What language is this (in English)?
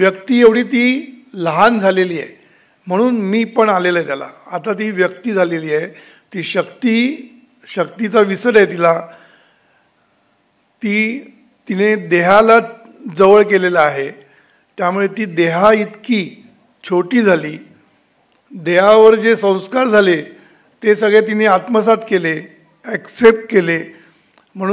Marathi